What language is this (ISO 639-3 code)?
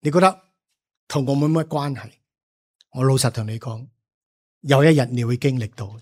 yue